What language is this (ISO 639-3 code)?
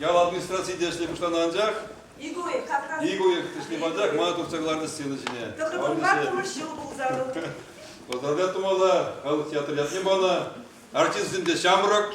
chv